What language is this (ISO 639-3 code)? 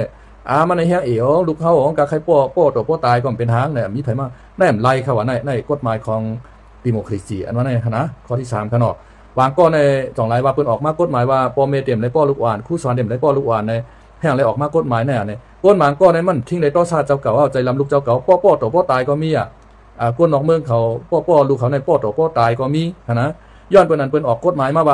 shn